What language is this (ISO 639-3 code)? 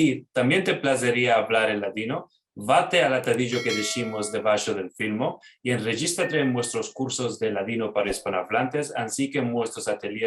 lad